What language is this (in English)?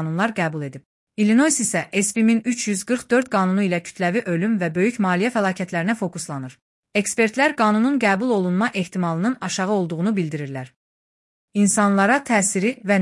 Azerbaijani